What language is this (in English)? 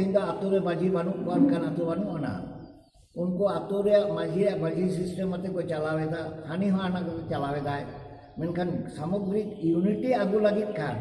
Santali